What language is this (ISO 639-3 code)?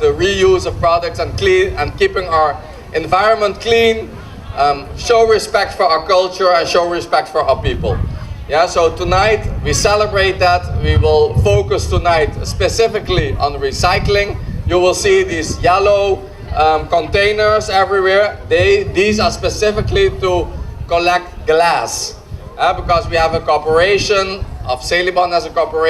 pap